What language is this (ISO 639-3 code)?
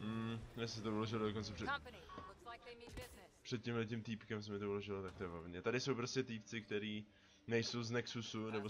ces